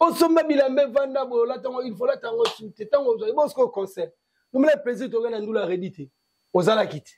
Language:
Lingala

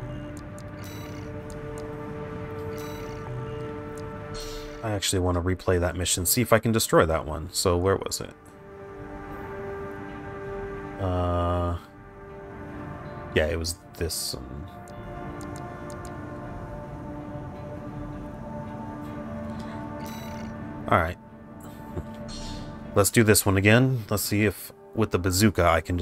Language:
English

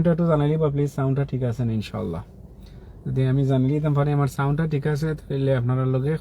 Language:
Sylheti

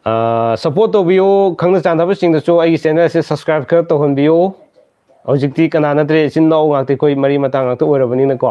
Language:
Manipuri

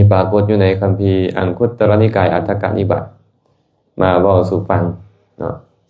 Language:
Lao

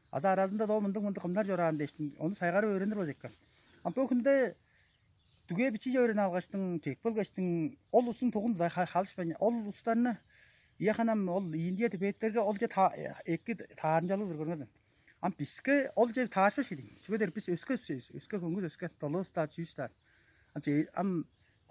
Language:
Tuvinian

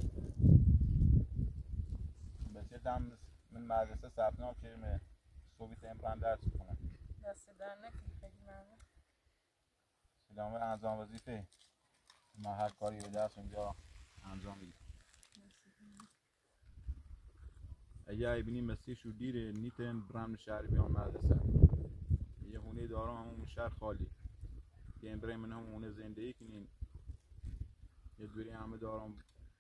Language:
Persian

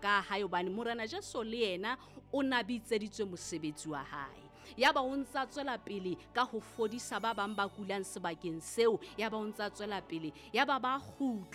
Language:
Southern Sotho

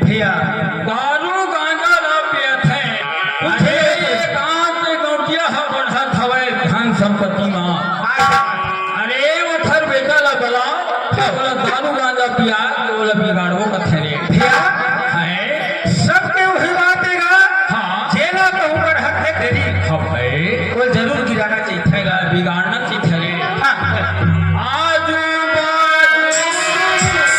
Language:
Chhattisgarhi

